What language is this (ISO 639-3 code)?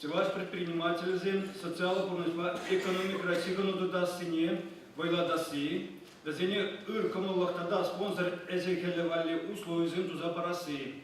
chv